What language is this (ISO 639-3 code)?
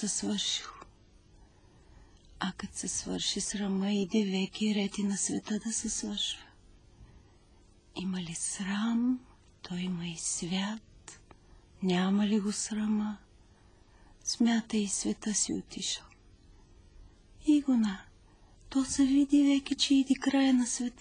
bul